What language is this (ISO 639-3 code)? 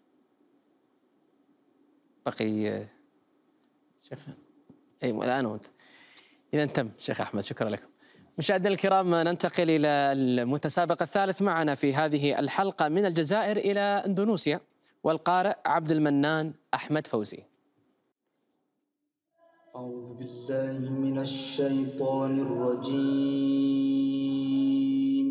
ara